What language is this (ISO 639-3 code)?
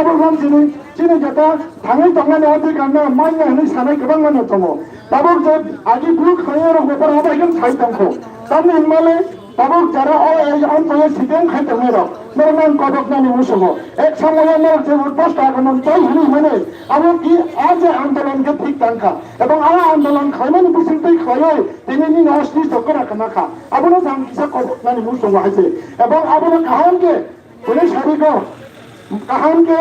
trp